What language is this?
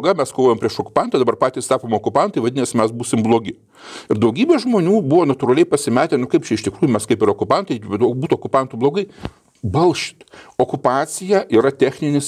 Lithuanian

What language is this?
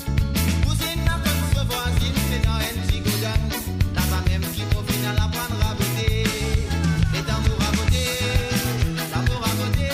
Morisyen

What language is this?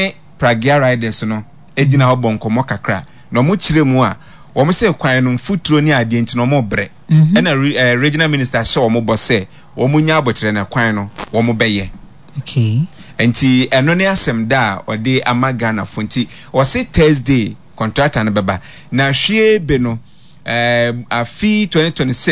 Akan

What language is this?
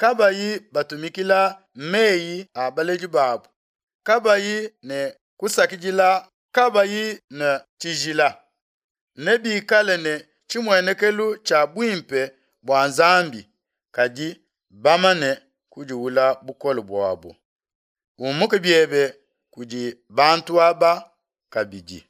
Luba-Lulua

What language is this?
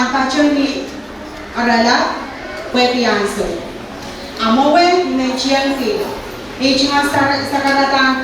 Pohnpeian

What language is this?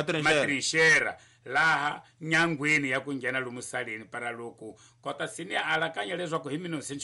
Tsonga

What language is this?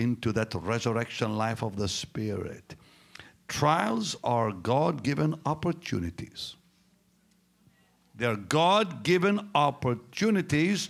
English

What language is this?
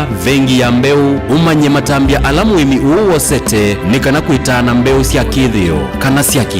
Kamba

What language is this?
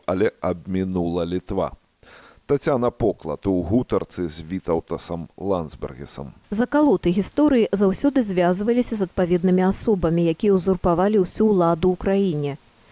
Belarusian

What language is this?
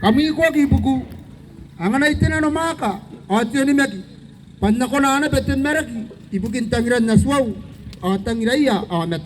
Gilbertese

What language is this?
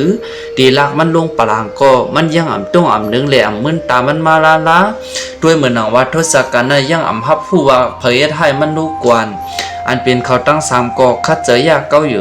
Shan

